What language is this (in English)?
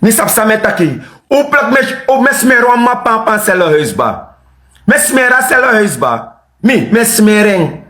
Sranan Tongo